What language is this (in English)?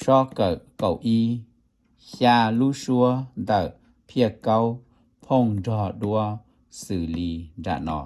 Hmong